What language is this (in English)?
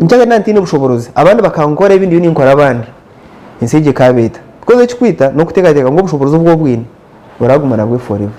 Nyankole